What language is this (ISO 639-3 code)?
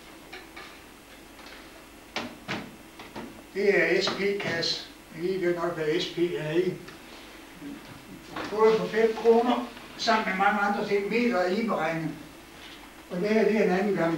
dan